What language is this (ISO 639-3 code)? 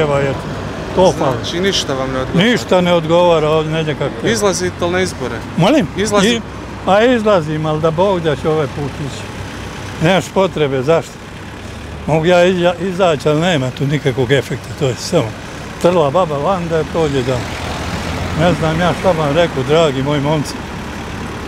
bos